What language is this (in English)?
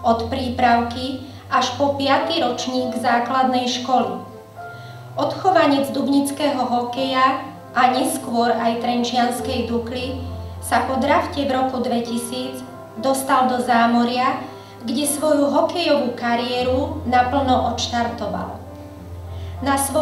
Slovak